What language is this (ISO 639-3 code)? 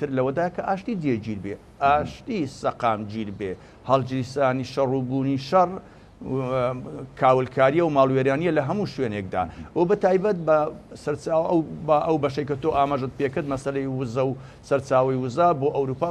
ckb